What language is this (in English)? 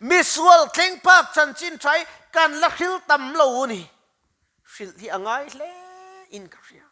Mizo